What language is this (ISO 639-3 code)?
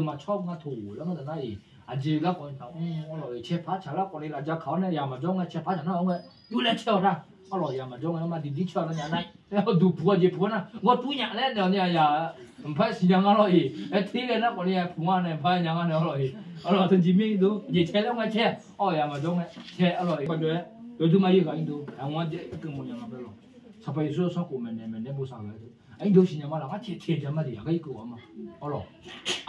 ahk